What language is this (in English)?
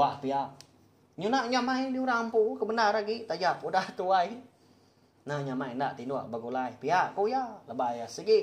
Iban